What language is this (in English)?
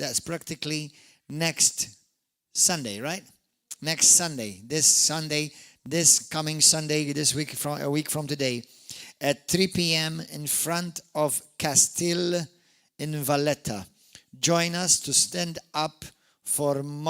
English